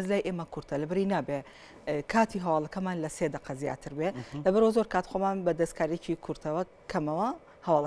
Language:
Central Kurdish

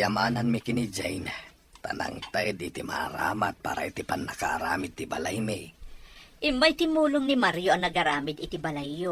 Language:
Iloko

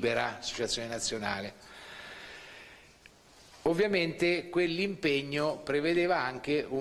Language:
Italian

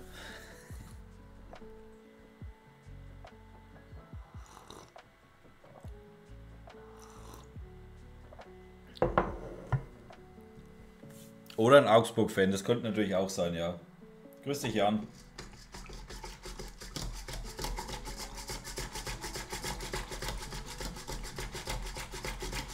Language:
German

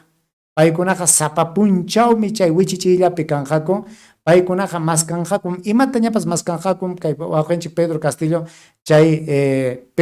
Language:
Ayacucho Quechua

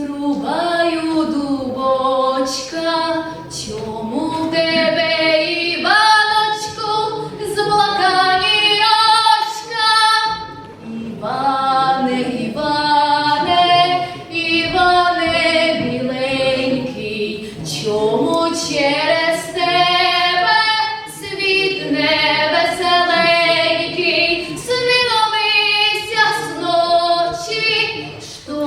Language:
Rusyn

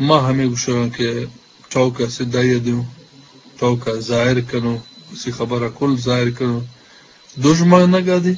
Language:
Eastern Balochi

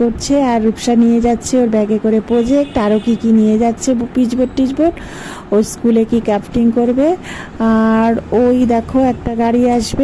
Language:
Bangla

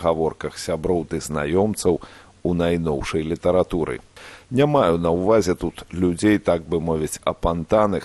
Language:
Belarusian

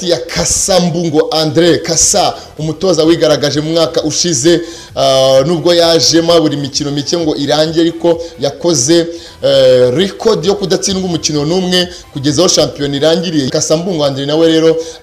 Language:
Kinyarwanda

